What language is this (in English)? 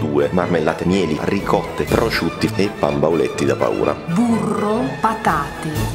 Italian